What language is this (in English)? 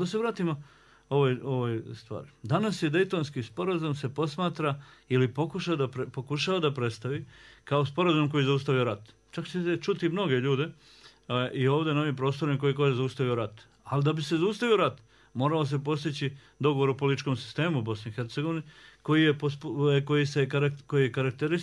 Bosnian